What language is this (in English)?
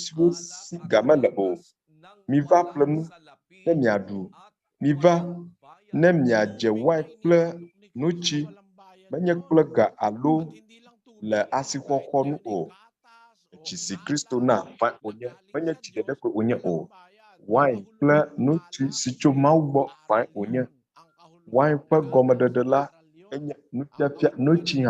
Ewe